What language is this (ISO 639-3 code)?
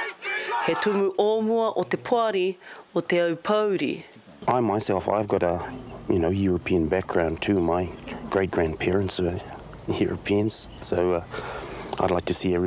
mri